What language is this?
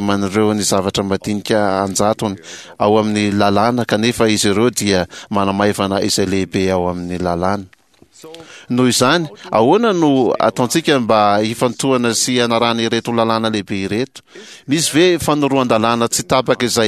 Malagasy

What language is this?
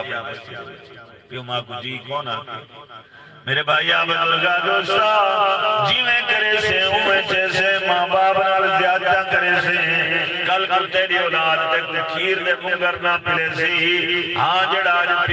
Saraiki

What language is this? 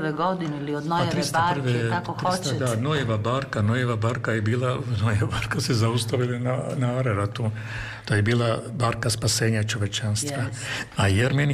Serbian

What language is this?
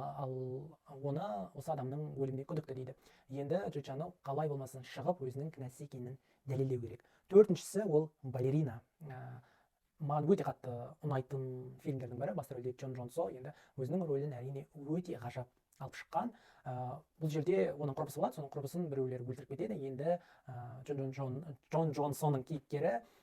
Kazakh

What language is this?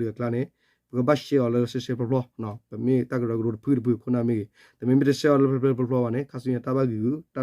S'gaw Karen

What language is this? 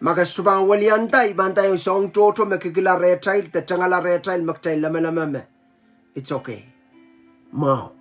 Pohnpeian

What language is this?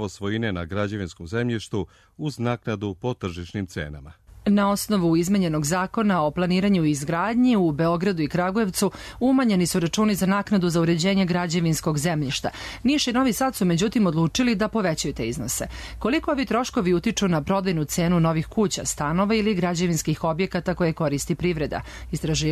Serbian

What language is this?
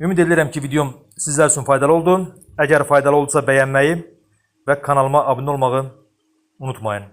Azerbaijani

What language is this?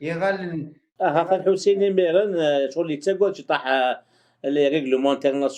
Kabyle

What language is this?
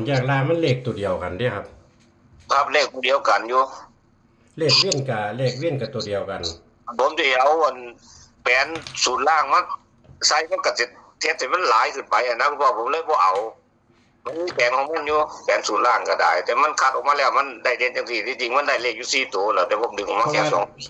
Northeastern Thai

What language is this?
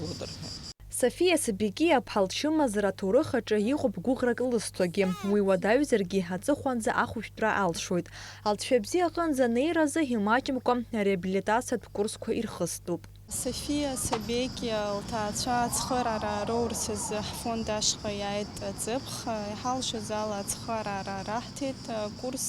Abkhazian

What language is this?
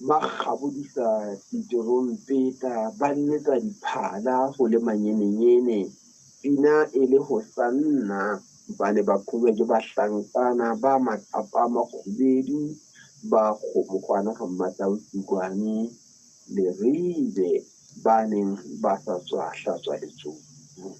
Southern Sotho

